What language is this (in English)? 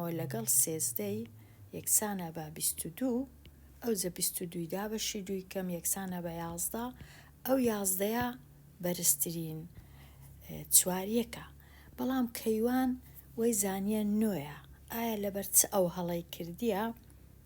Central Kurdish